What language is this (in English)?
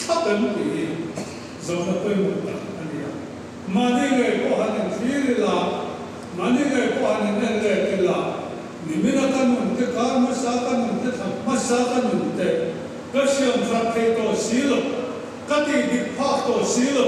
Mizo